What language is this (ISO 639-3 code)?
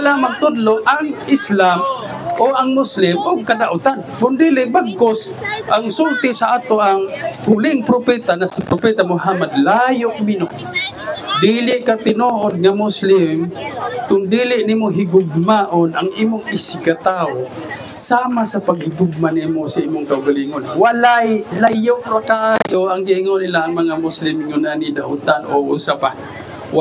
ceb